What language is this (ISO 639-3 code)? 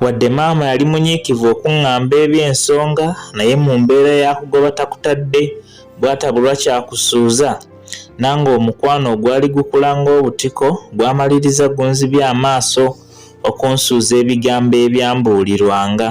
lug